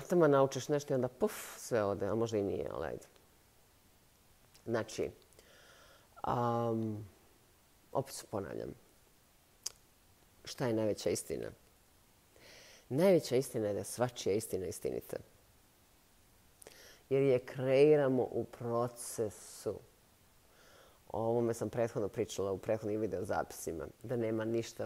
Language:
Bosnian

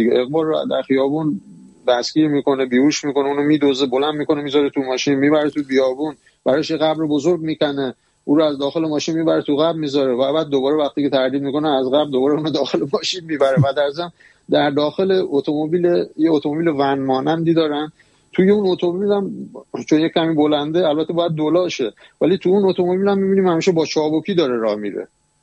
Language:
Persian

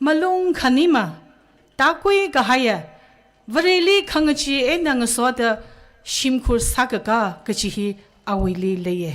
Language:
Tangkhul Naga (India)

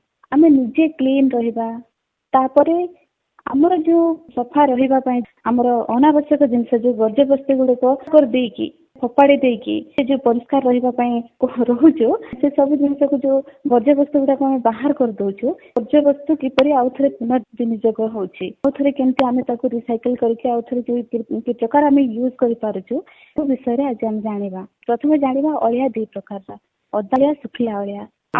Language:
Odia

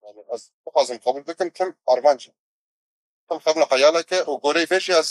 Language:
Kurdish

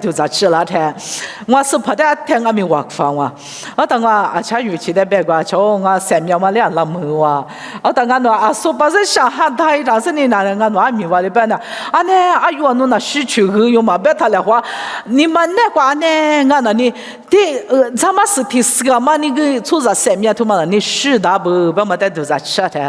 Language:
Lisu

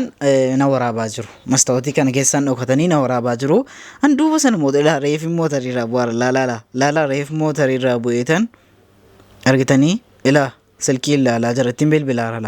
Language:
Oromo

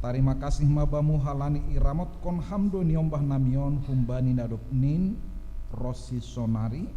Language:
Batak Simalungun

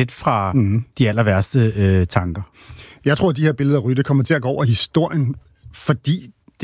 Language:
Danish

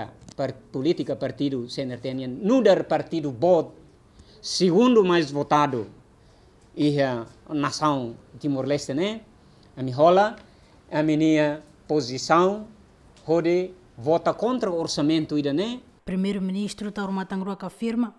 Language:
Tetum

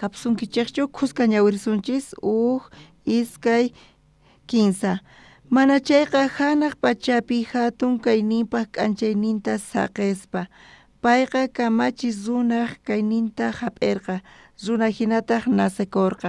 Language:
South Bolivian Quechua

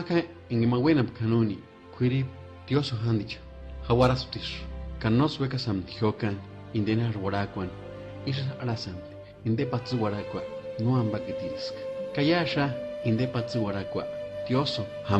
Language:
Purepecha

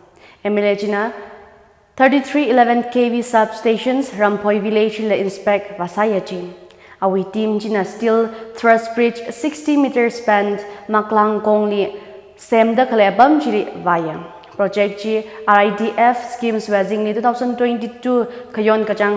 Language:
Tangkhul Naga (India)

